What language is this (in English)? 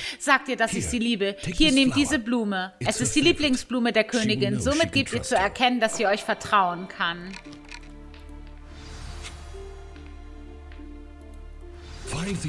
German